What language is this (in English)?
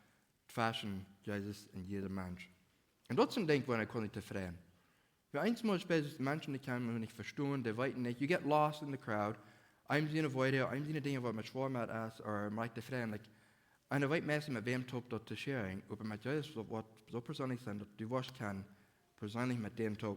Plautdietsch